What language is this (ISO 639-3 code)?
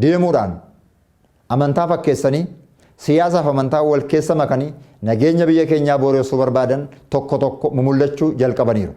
orm